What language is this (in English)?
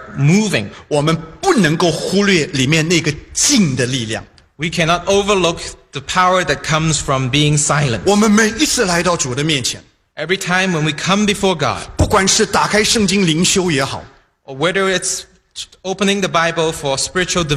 Chinese